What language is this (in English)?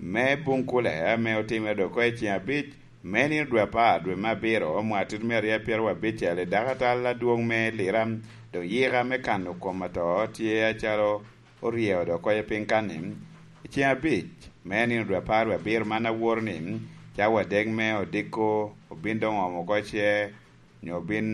Lango (Uganda)